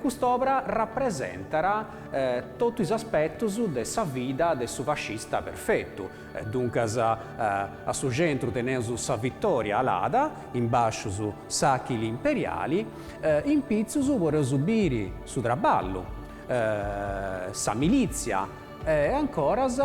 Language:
Sardinian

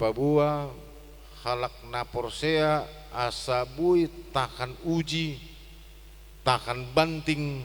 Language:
Batak Toba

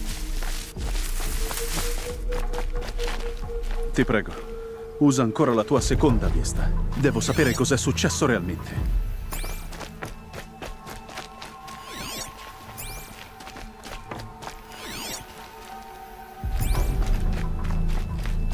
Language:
Italian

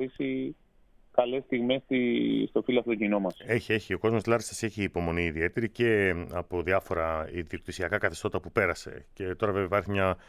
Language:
Greek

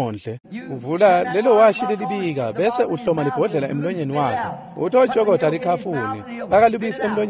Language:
Swati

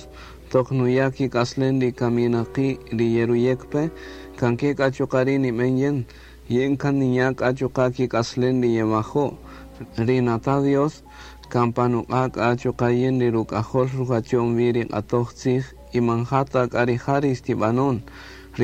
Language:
Kaqchikel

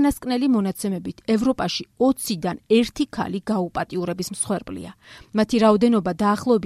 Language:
Georgian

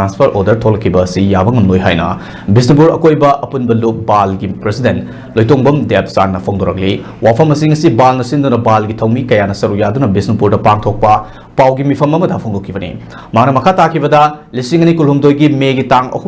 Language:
Manipuri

